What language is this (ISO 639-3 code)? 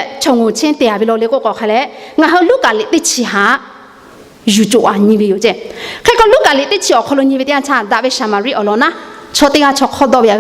lhu